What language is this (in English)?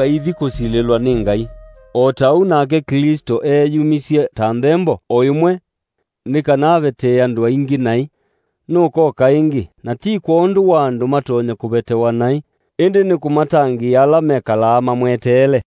Kamba